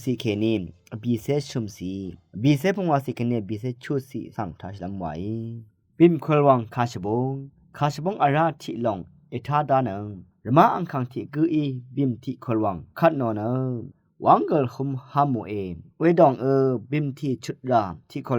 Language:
Rawang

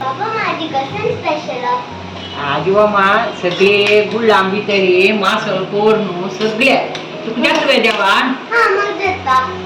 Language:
Konkani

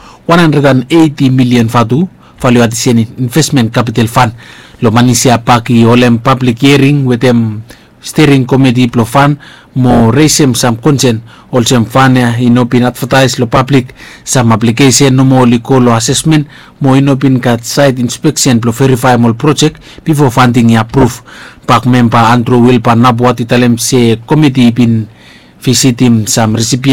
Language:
Bislama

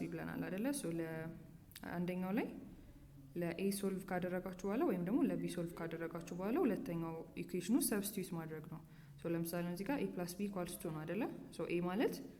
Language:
Amharic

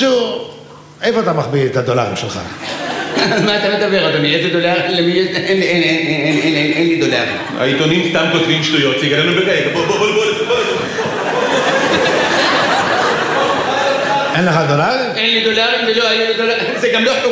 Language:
Hebrew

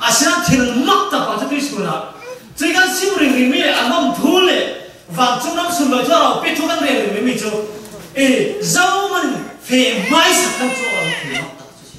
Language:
Falam Chin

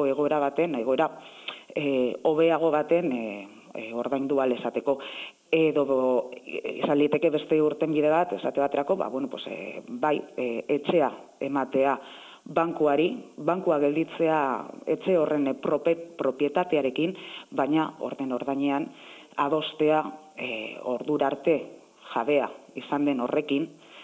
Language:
Basque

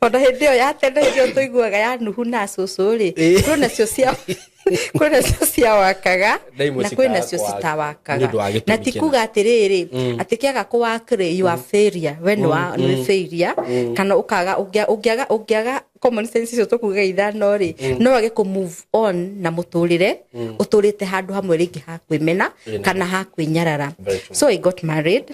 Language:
Kikuyu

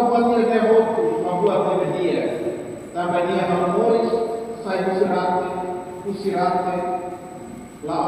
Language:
Tetum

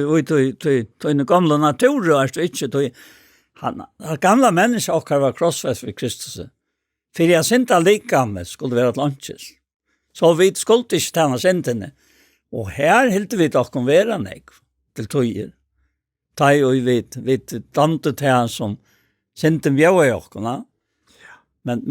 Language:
Faroese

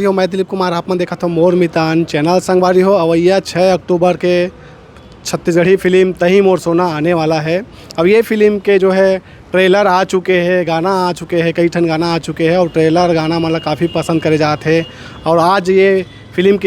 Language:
Chhattisgarhi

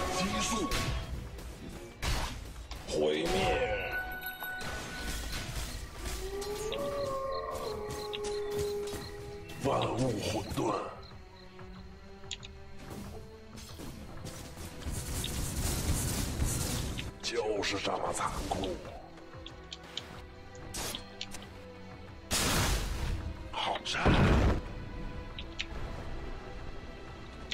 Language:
Chinese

